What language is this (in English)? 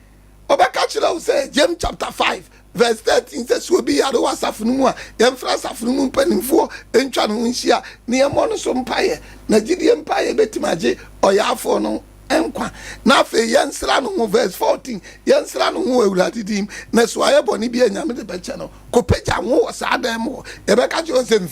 Akan